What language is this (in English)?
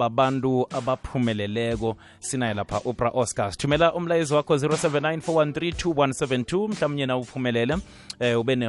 South Ndebele